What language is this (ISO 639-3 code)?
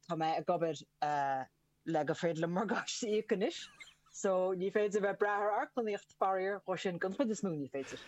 gle